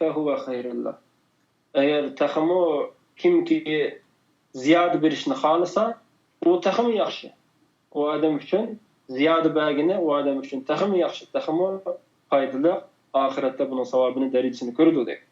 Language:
Uyghur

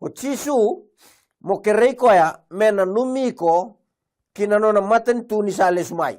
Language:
Fijian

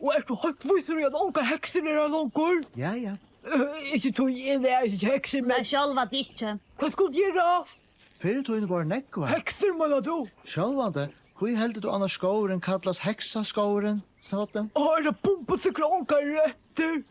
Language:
Faroese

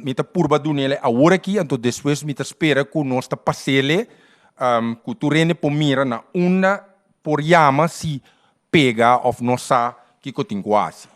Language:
Papiamento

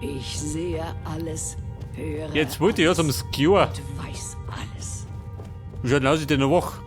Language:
Bavarian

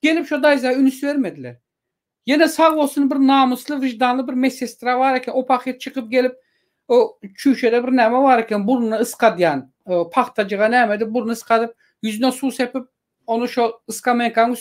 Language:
Turkmen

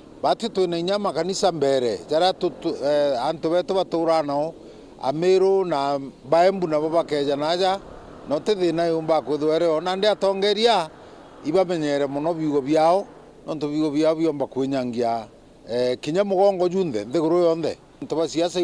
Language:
Meru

